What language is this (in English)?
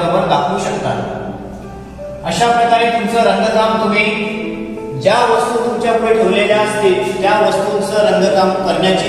Marathi